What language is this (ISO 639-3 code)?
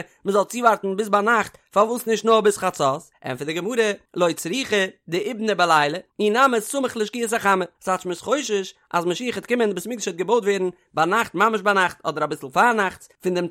yid